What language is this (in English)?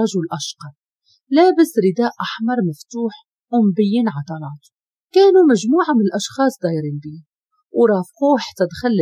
Moroccan Arabic